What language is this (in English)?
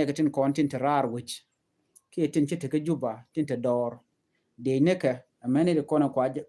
Nuer